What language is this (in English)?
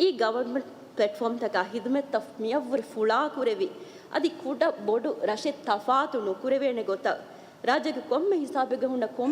Divehi